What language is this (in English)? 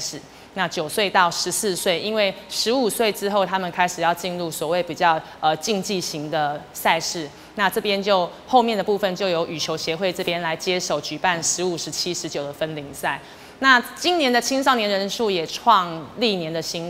Chinese